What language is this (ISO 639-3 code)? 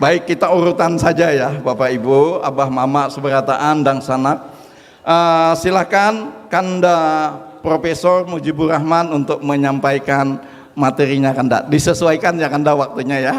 bjn